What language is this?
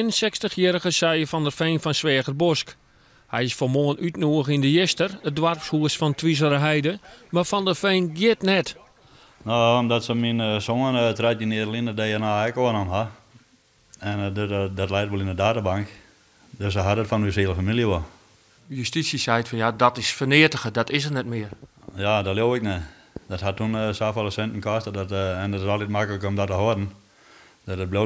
Western Frisian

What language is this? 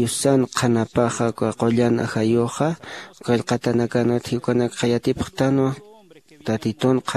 Aymara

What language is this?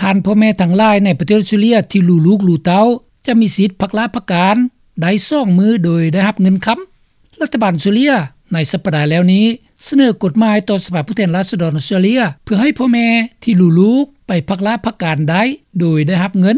Lao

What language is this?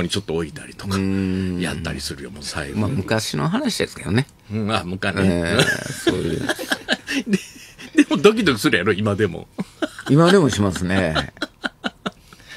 Japanese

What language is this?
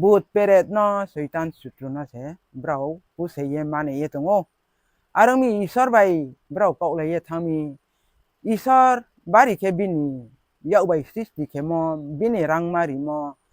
Riang (India)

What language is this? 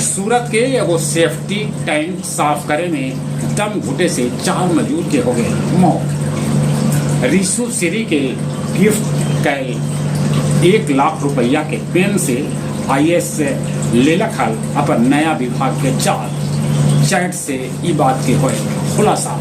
Magahi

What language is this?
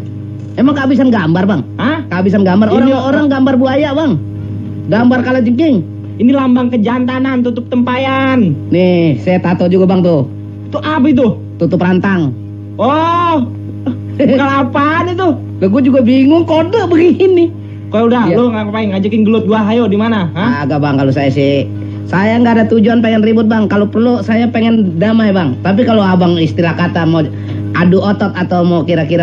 Betawi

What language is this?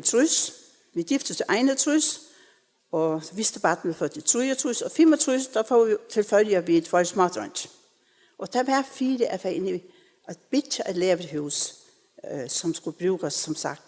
Faroese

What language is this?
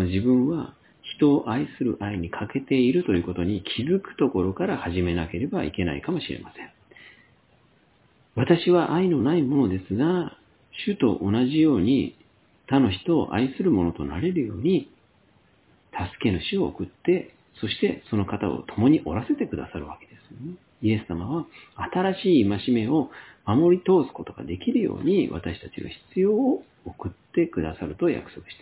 Japanese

